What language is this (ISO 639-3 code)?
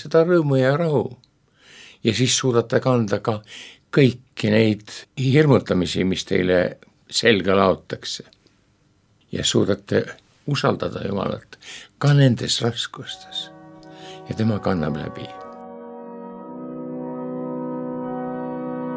est